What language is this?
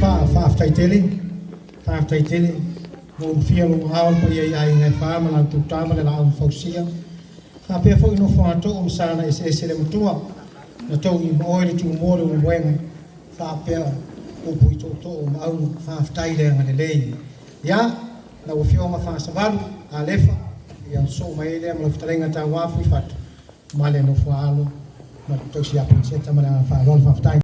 Samoan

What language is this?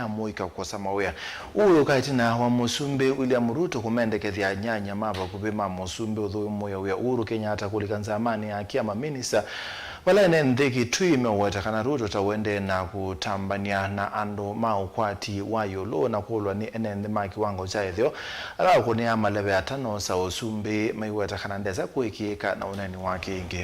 Kamba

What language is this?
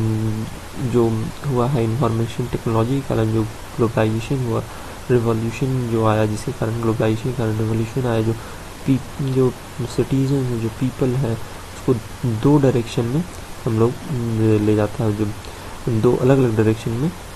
Hindi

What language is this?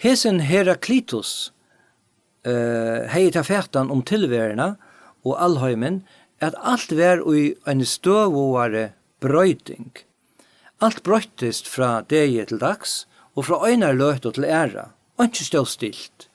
Faroese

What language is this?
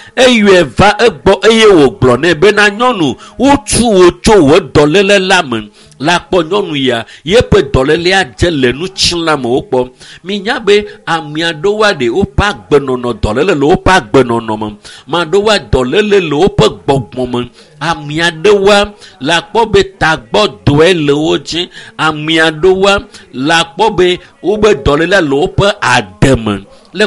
Ewe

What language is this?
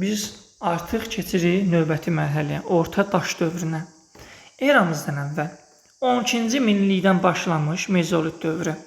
Azerbaijani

